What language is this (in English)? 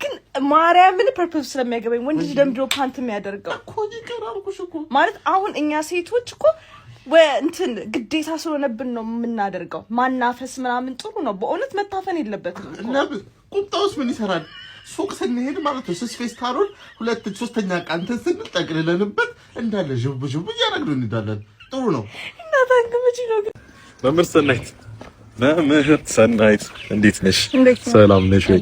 Amharic